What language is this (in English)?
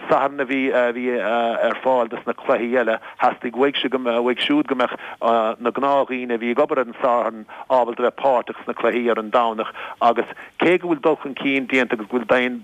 Irish